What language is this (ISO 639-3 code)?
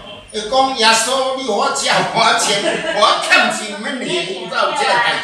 nan